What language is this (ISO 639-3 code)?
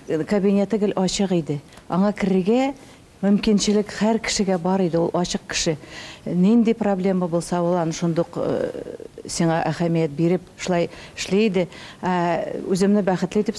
tat